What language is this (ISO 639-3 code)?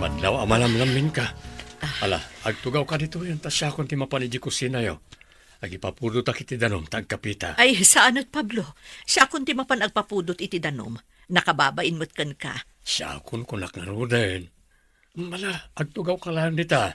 ilo